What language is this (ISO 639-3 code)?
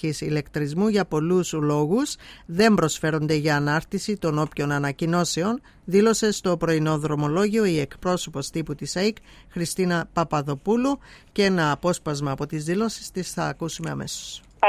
ell